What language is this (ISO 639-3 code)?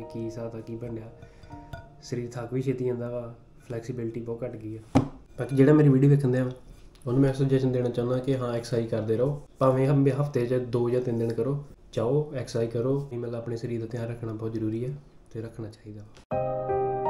pan